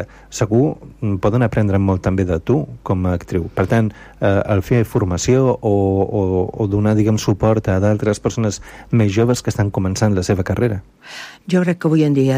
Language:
Catalan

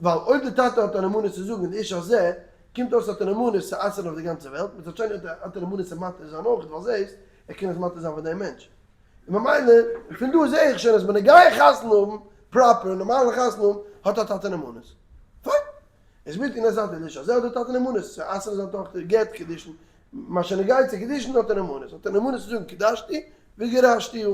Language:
Yiddish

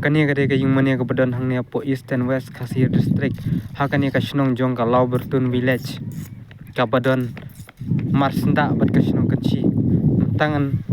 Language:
Khasi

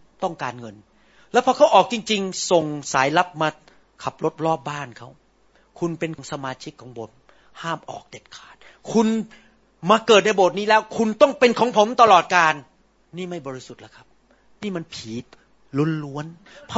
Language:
Thai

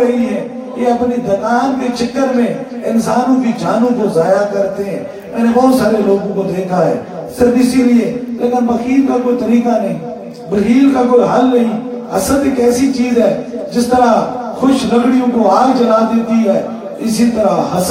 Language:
Urdu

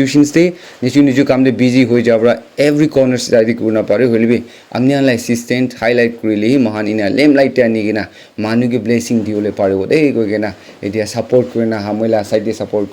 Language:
Naga Pidgin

